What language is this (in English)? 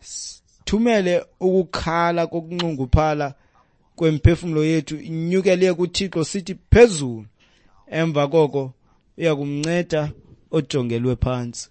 Xhosa